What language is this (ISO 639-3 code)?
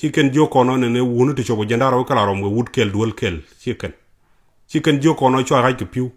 nus